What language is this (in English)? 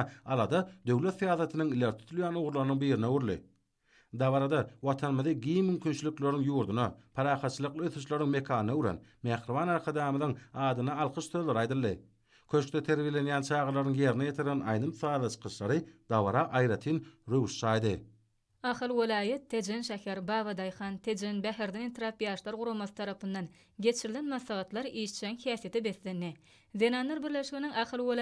Turkmen